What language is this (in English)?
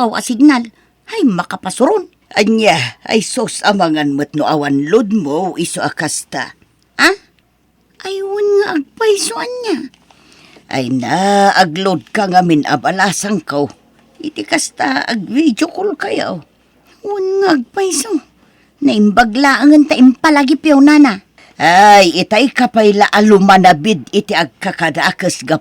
Iloko